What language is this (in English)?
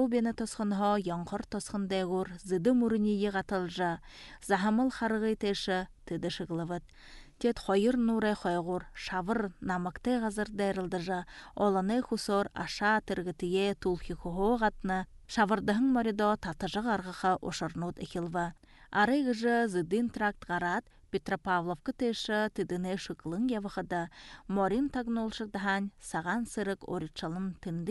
Buriat